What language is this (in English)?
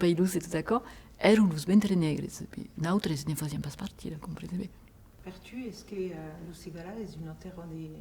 Occitan